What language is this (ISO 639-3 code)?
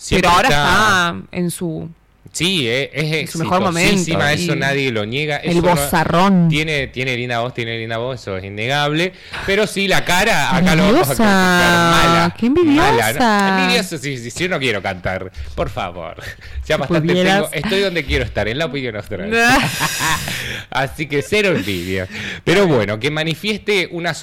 spa